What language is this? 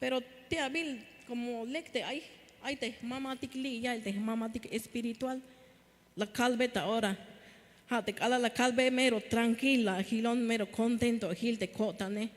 Tzeltal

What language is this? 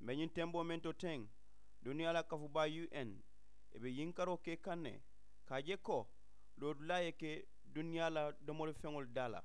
Mandingo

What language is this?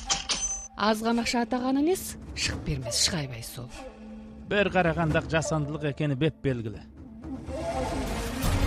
Kazakh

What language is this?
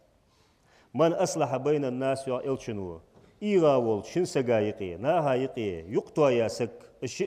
Ingush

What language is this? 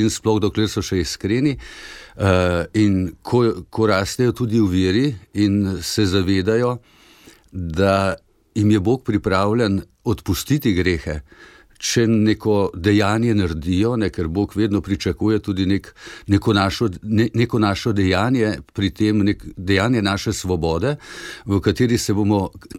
Slovenian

